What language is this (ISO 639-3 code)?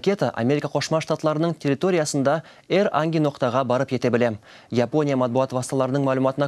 crh